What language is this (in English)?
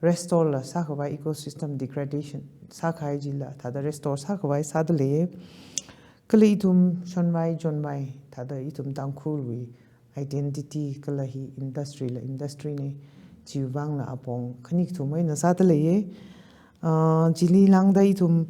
Tangkhul Naga (India)